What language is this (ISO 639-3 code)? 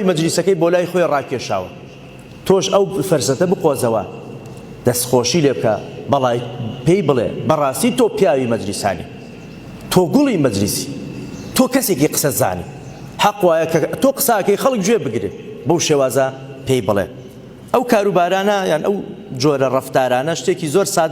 ckb